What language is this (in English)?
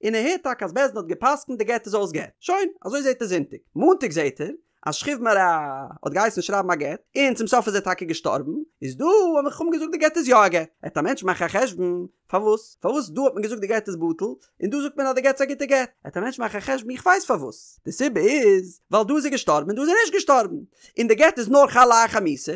Yiddish